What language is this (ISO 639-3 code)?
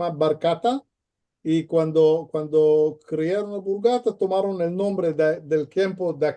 lad